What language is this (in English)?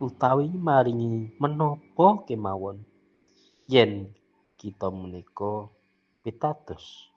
Javanese